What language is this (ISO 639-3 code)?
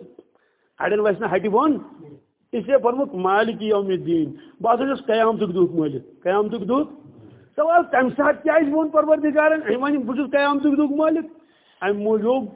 kas